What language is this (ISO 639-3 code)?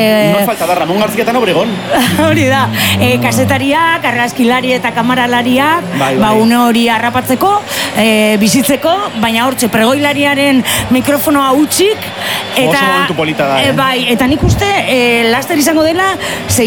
eus